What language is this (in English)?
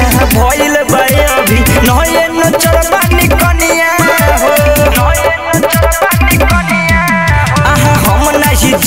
Bhojpuri